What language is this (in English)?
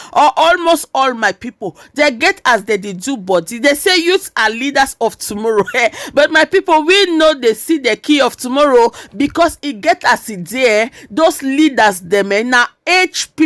Nigerian Pidgin